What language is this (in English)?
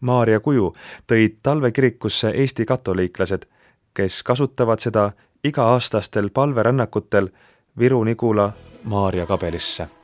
Estonian